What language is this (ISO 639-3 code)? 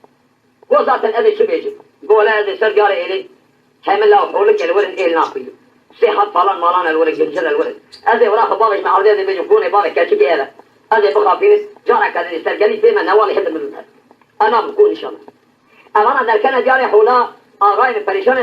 kur